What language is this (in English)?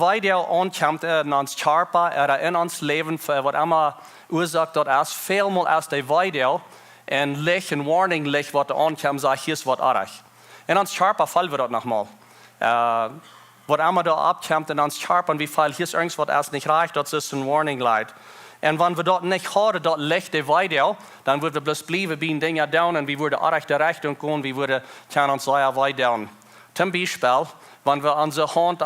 Plautdietsch